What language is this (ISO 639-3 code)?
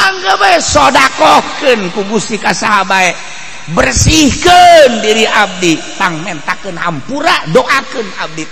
sun